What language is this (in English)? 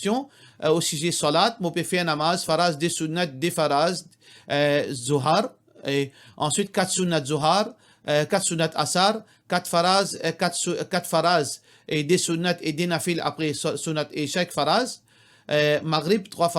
Morisyen